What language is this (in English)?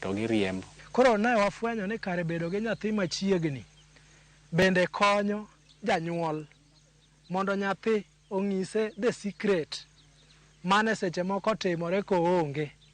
Luo (Kenya and Tanzania)